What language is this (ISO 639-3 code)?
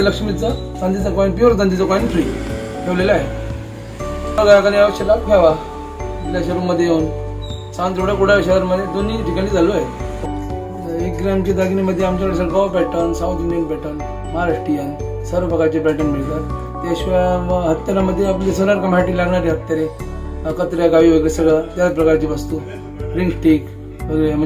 mar